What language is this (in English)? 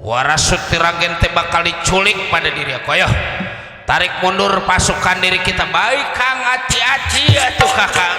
Betawi